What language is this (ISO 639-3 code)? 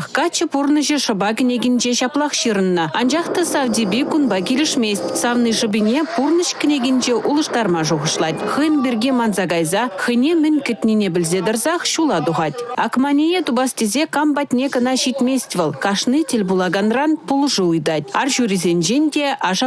chv